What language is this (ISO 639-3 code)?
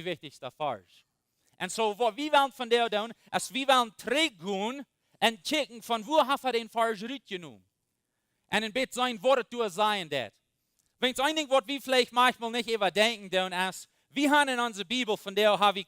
pdt